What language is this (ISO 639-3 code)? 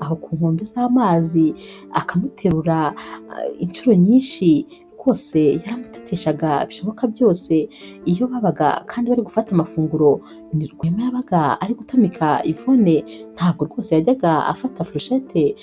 kin